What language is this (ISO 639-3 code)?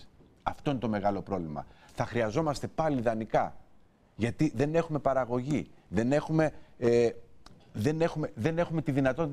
ell